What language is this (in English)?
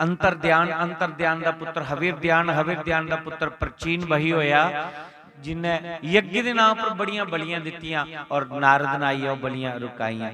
Dogri